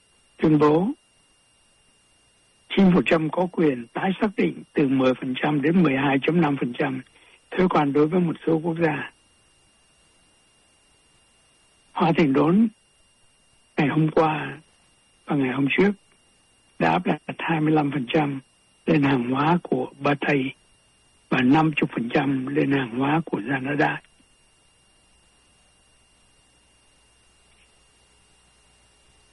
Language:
Vietnamese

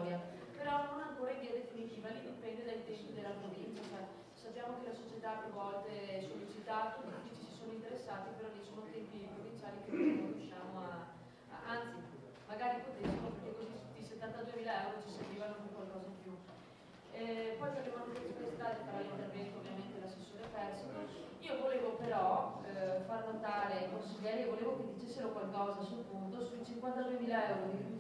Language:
Italian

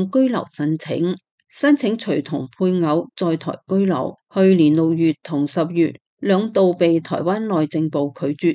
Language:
Cantonese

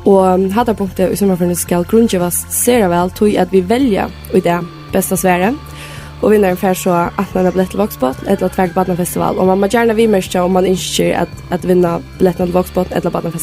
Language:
Faroese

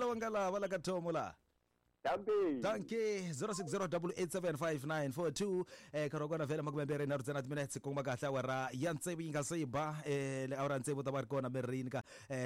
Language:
Tsonga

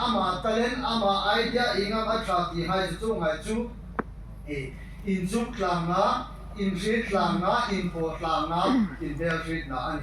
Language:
Hmar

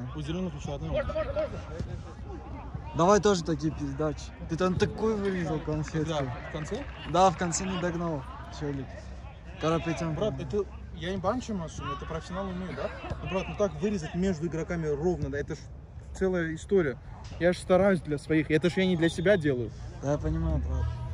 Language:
Russian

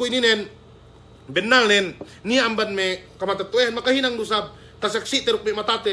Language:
Yakan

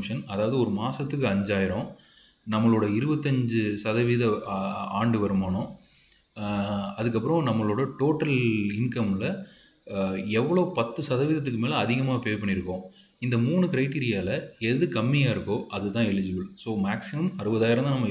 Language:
Tamil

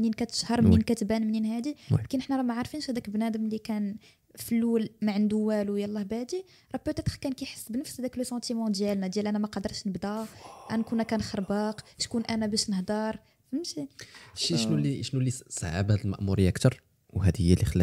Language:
Moroccan Arabic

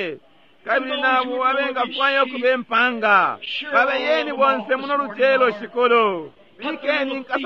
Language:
Bemba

